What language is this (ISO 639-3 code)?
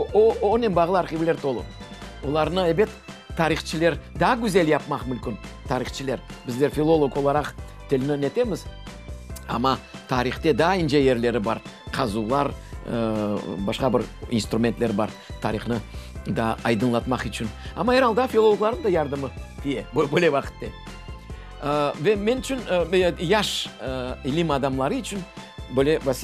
crh